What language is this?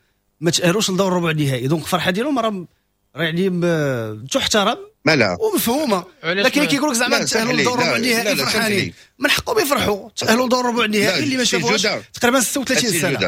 Moroccan Arabic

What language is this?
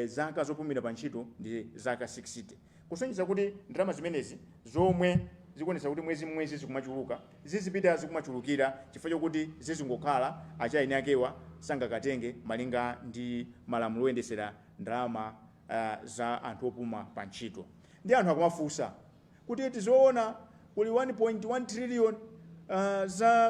Nyanja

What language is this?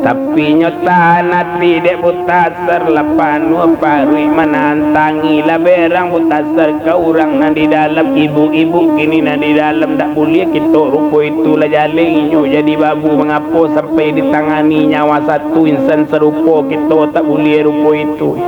Minangkabau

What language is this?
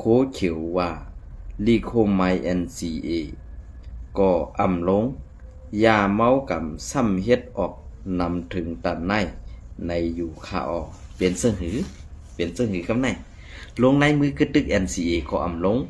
Shan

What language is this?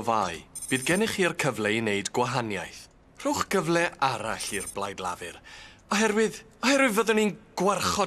Welsh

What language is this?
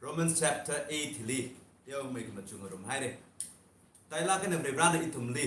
Tangkhul Naga (India)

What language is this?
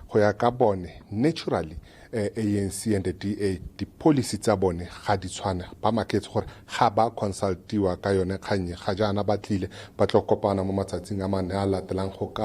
Tswana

